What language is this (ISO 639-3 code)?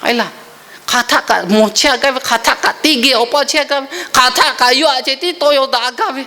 lhu